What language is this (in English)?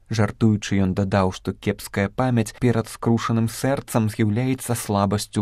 Belarusian